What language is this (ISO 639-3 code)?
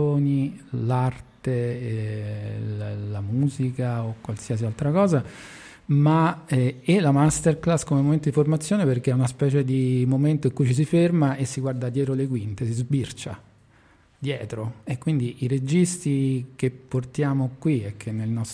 ita